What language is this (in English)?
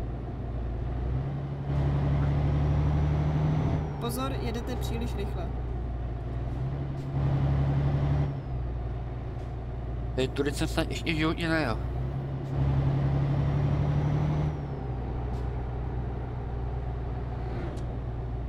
Czech